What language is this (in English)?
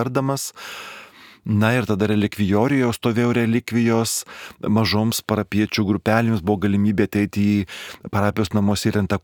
Lithuanian